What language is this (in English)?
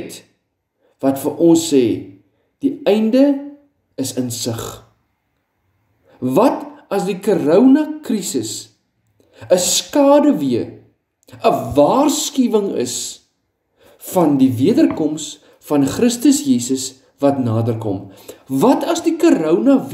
Afrikaans